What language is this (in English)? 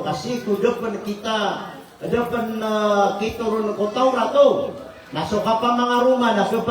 Maranao